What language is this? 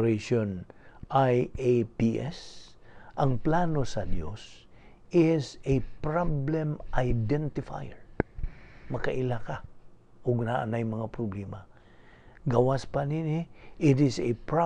Cebuano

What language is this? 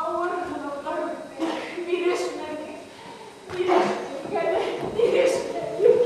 Bashkir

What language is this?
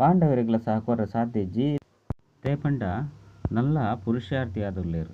Tulu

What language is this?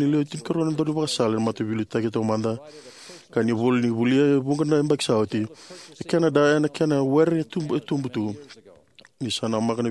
Fijian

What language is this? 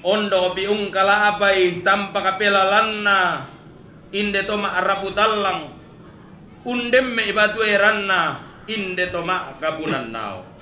Toraja-Sa'dan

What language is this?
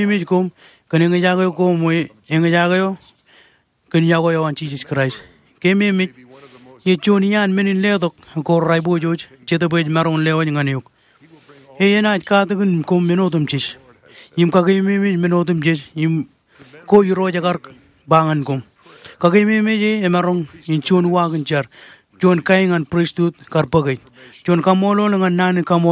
Marshallese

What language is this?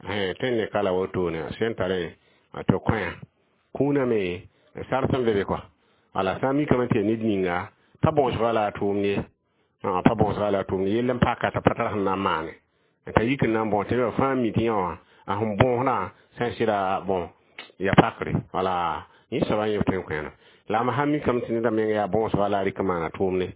Mossi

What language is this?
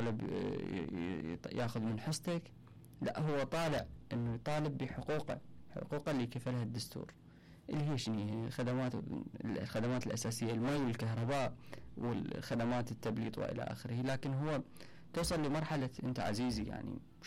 Mesopotamian Arabic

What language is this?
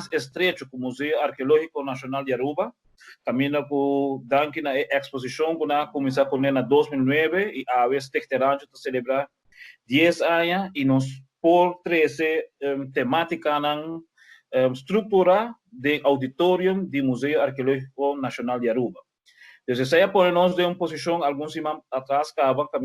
Papiamento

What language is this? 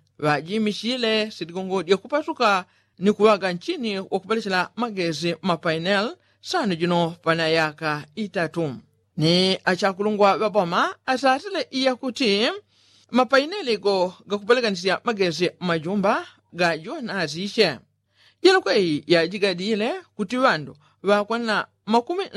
Yao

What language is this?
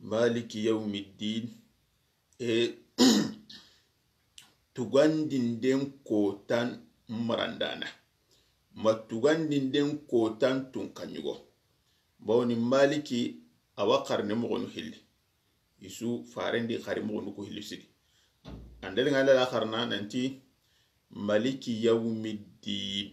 Soninke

